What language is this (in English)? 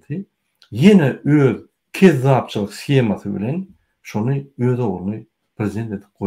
Turkmen